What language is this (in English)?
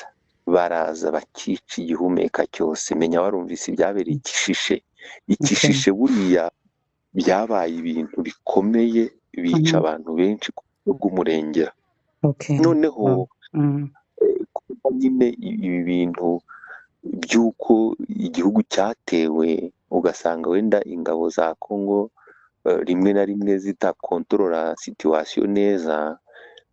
Kinyarwanda